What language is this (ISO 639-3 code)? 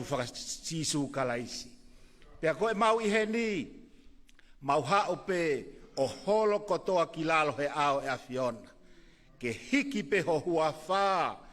ton